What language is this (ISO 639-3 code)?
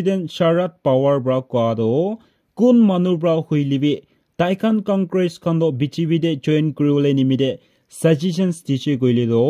nag